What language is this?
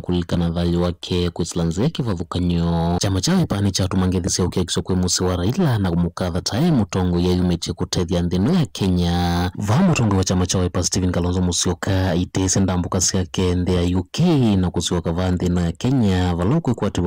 Kamba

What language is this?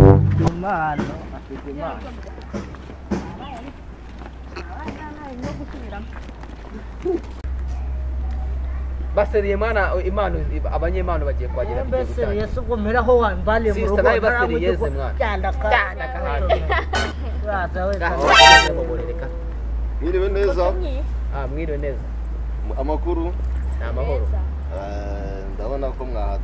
Kinyarwanda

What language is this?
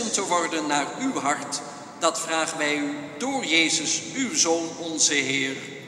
Dutch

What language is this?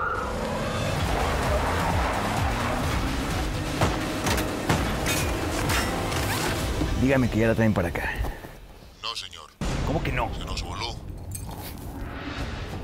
Spanish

